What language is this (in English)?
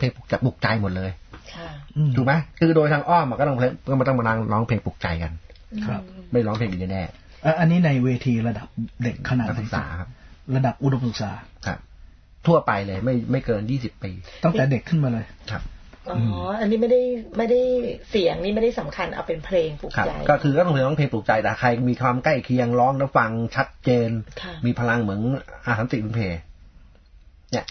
Thai